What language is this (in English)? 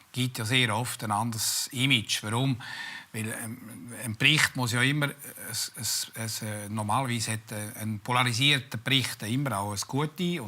Swiss German